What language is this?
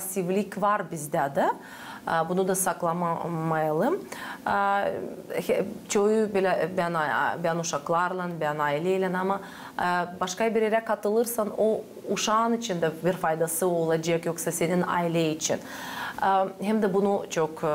Gagauz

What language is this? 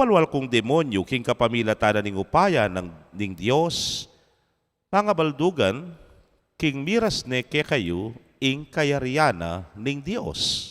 Pampanga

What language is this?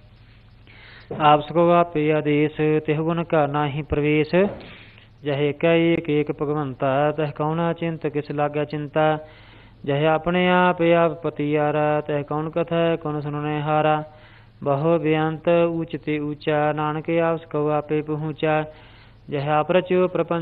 Punjabi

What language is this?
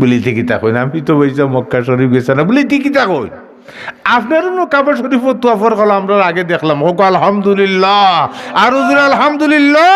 Sylheti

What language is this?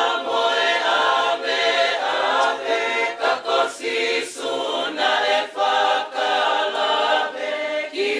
Tongan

